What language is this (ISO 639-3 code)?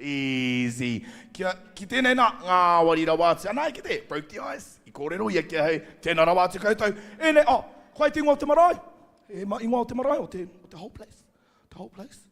mri